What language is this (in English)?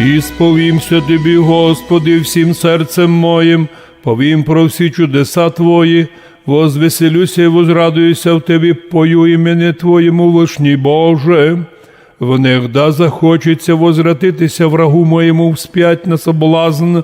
Rusyn